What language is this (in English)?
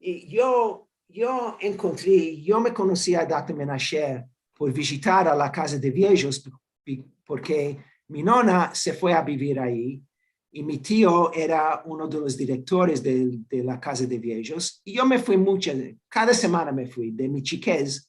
Ladino